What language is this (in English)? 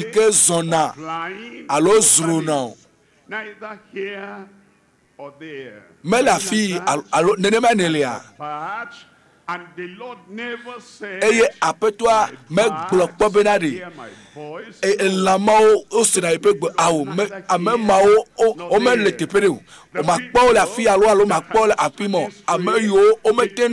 Ewe